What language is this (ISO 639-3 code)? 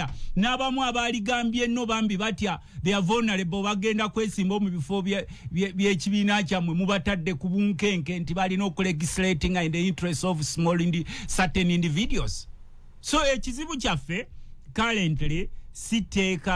lug